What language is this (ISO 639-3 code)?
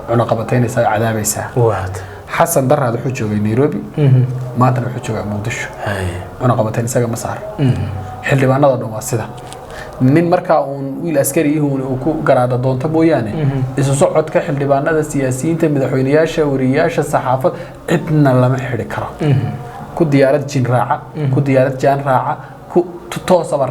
som